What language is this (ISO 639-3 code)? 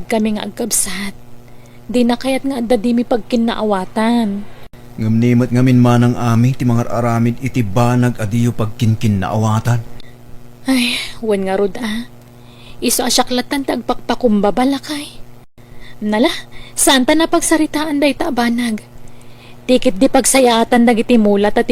ilo